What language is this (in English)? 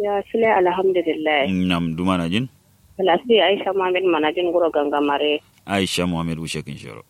Kanuri